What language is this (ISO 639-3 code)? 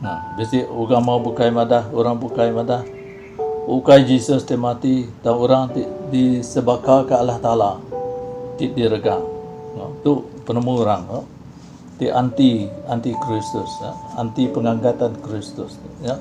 iba